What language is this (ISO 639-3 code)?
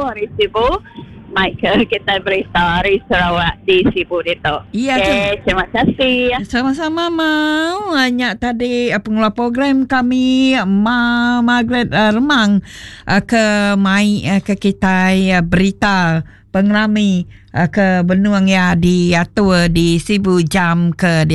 iba